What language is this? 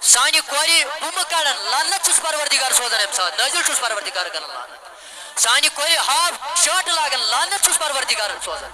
Kashmiri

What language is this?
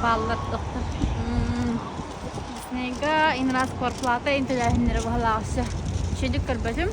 Yakut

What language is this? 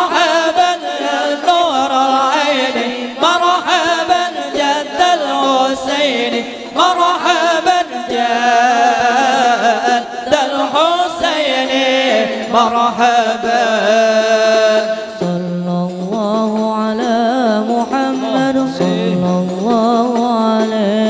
Banjar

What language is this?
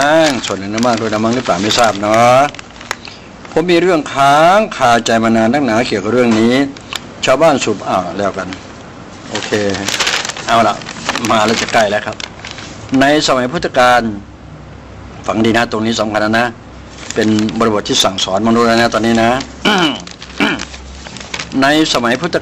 Thai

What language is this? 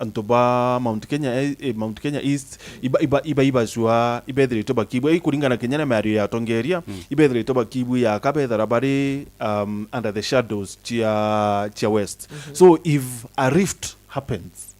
Meru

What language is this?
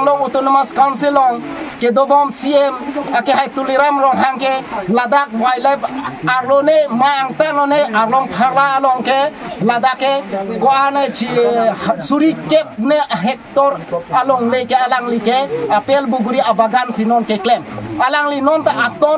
Karbi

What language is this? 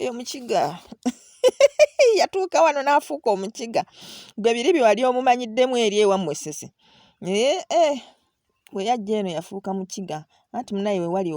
Ganda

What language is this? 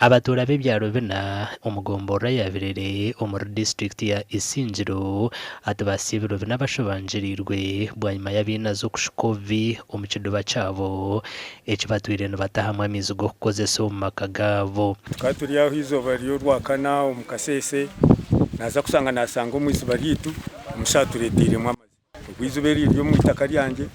Nyankole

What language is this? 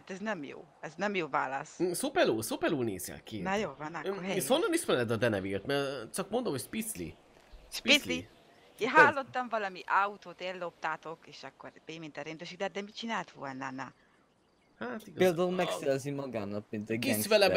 Hungarian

